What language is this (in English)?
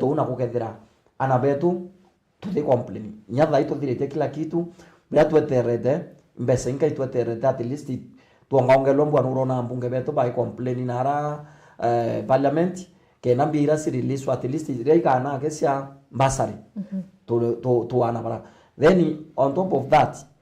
Meru